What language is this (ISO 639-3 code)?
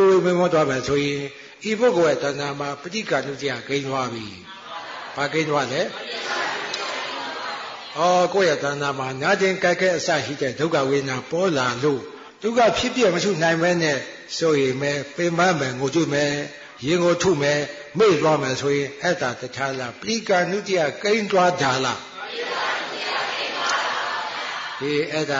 mya